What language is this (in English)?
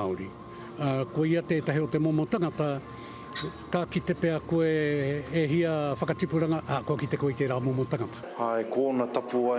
Māori